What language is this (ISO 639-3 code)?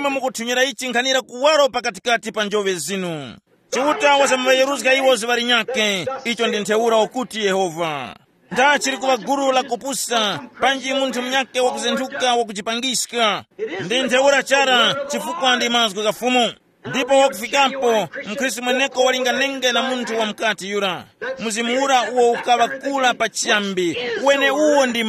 tum